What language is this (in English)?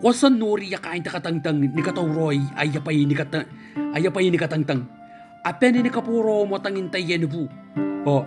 Gilbertese